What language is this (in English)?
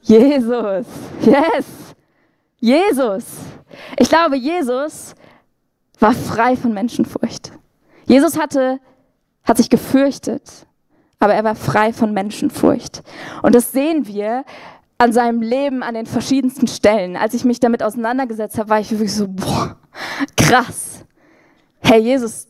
Swiss German